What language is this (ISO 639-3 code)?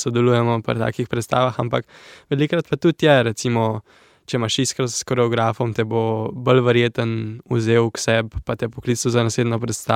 slv